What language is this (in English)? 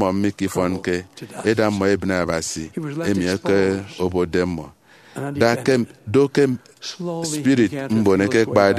Efik